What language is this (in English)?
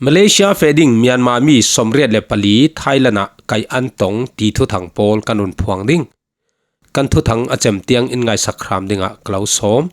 Falam Chin